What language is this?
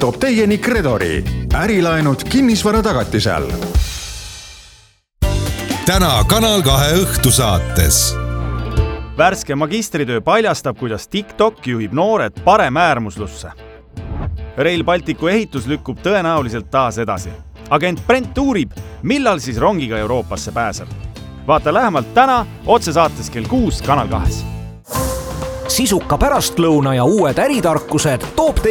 Estonian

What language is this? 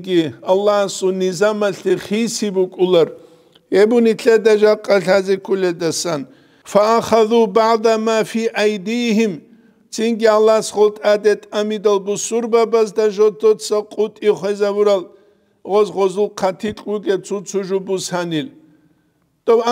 Avaric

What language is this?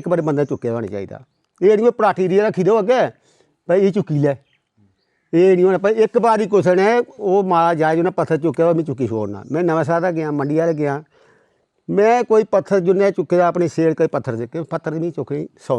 Dogri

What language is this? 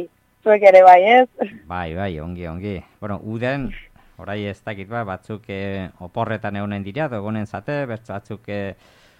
Basque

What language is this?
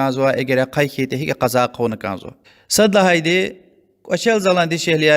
Lezghian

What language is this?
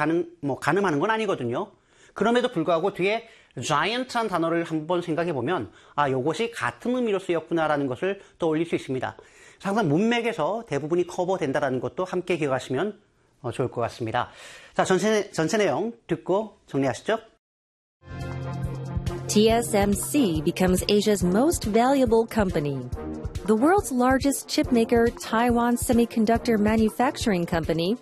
Korean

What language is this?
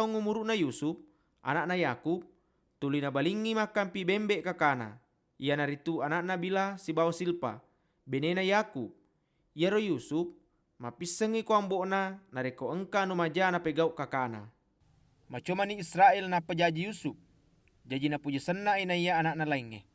Buginese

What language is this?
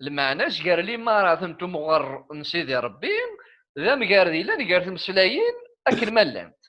Kabyle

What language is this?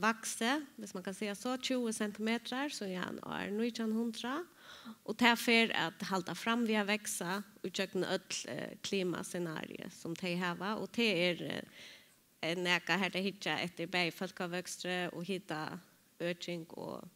Faroese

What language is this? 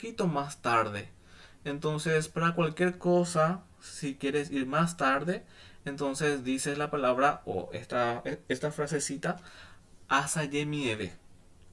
Guarani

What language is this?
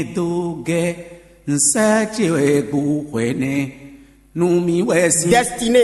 Fon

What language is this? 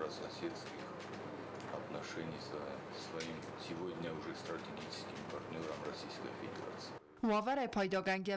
Ossetic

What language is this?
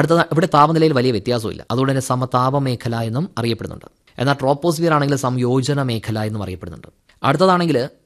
Malayalam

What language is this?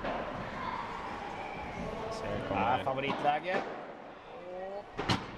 Swedish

